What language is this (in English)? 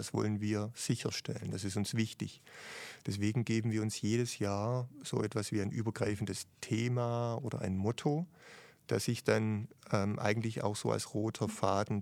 German